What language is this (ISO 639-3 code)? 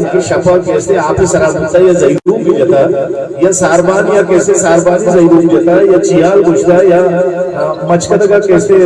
bgp